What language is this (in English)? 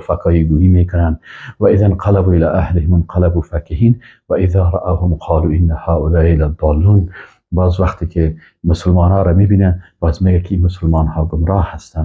Persian